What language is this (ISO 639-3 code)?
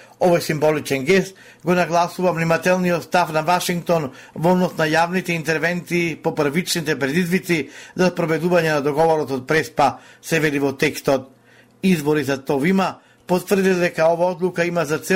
mkd